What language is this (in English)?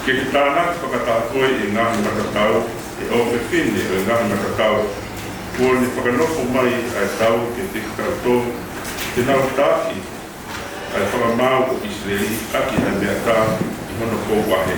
Tongan